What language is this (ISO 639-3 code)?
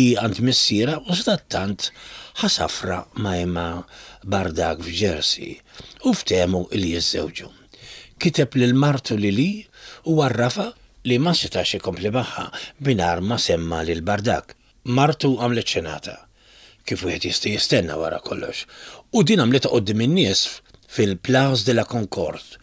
mlt